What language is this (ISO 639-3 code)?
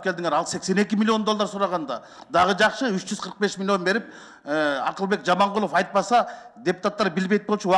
kir